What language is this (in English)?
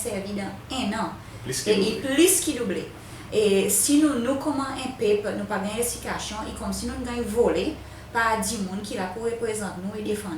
Seselwa Creole French